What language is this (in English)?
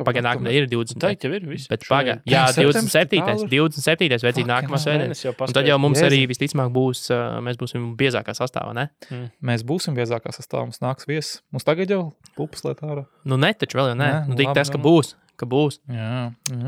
Latvian